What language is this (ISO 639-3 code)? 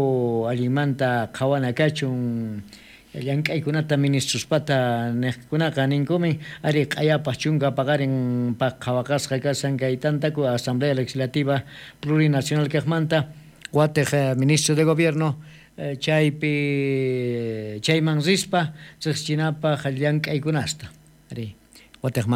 quh